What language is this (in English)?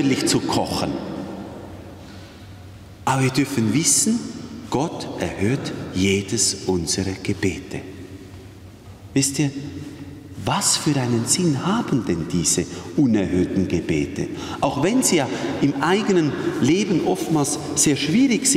German